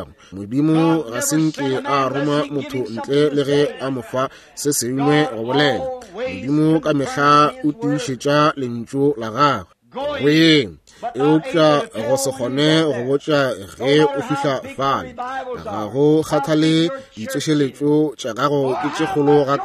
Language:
Northern Sotho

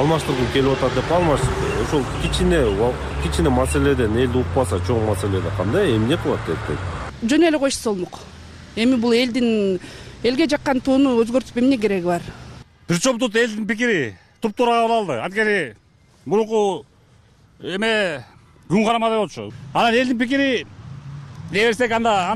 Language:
Kyrgyz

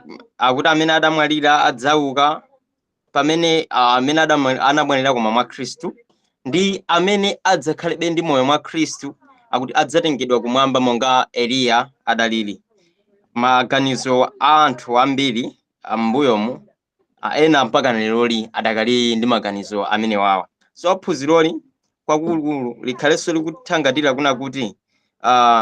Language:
Nyanja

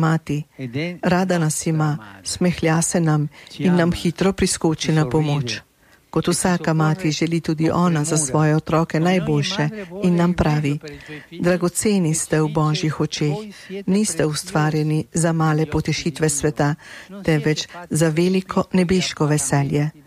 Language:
Slovenian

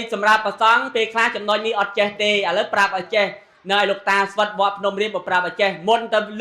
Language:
Khmer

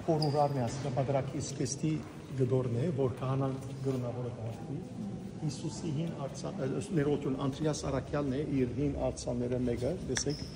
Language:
Western Armenian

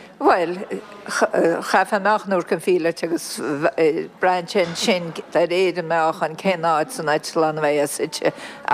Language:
Irish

